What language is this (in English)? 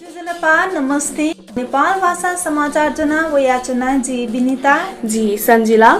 Newari